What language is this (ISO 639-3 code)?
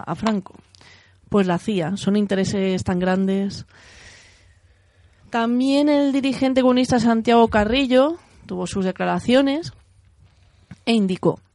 spa